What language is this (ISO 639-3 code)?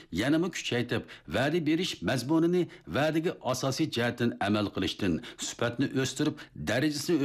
uig